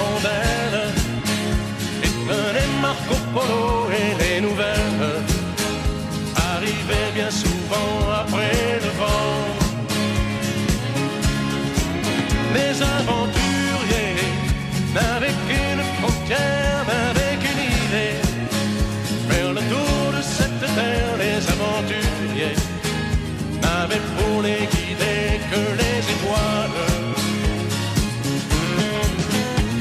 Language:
French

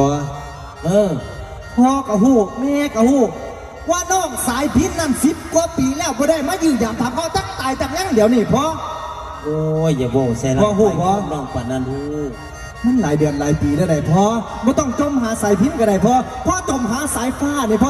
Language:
Northeastern Thai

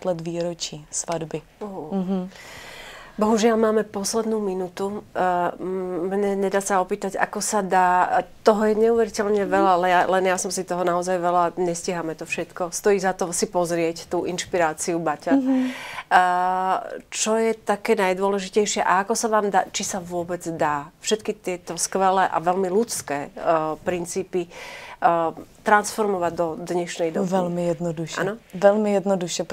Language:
Czech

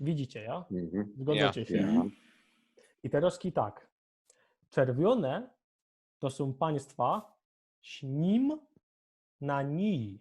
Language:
Silesian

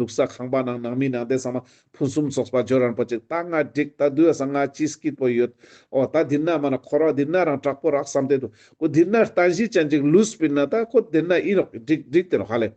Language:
Ladakhi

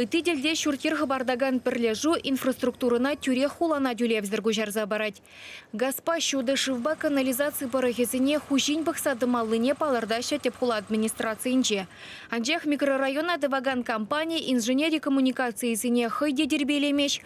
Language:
Chuvash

